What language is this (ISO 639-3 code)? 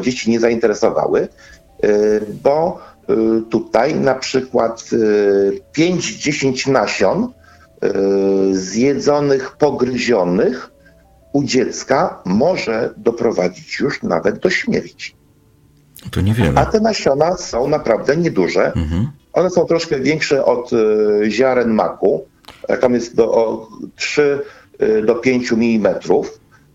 pol